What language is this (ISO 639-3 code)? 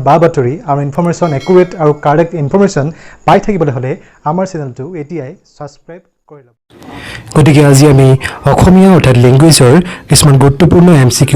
asm